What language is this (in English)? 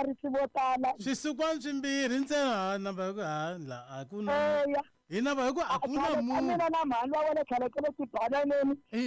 Tsonga